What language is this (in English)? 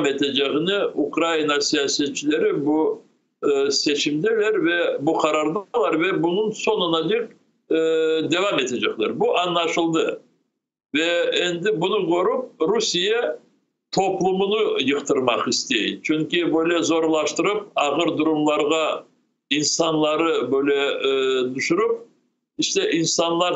Crimean Tatar